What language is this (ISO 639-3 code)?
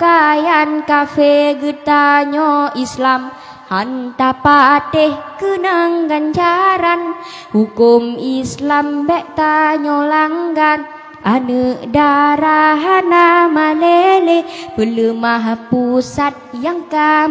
ace